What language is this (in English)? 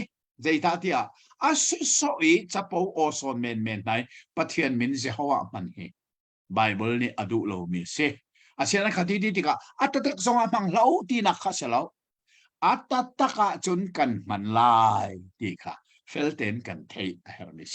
Hakha Chin